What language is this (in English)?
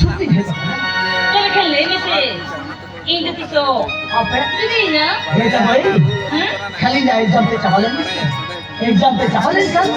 Santali